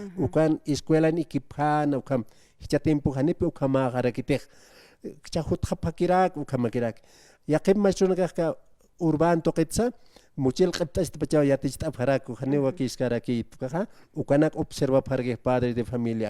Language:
Aymara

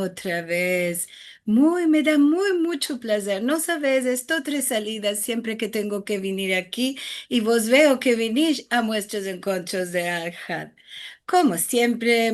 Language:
Ladino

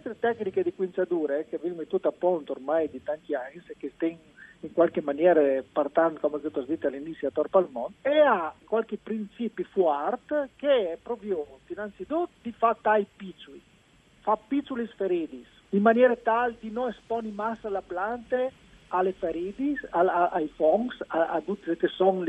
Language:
Friulian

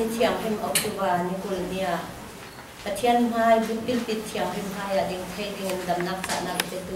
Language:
Falam Chin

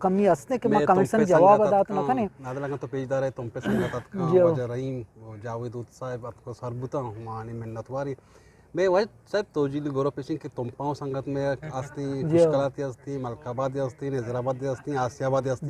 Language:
Eastern Balochi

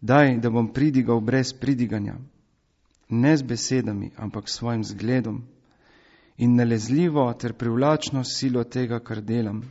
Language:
Slovenian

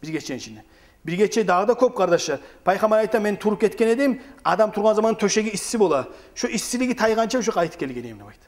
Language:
Kumyk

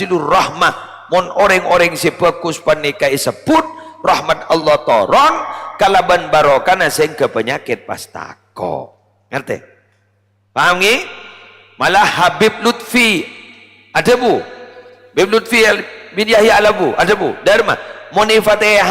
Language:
Madurese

